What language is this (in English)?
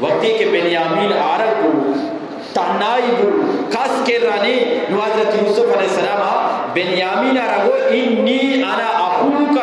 Eastern Balochi